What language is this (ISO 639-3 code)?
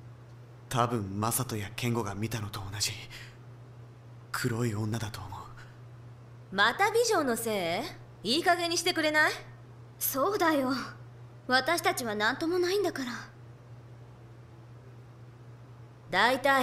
jpn